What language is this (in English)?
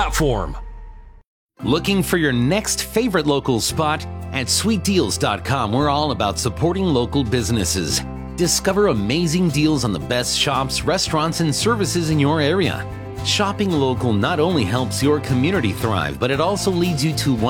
English